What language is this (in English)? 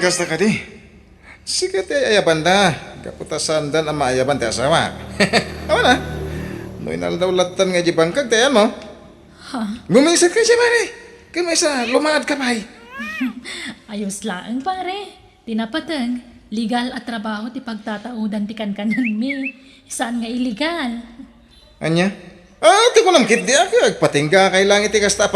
Iloko